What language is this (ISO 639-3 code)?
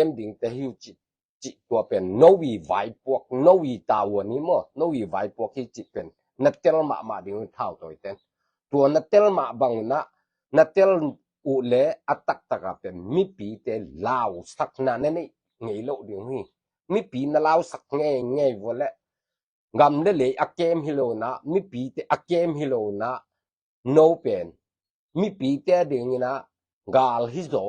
ctd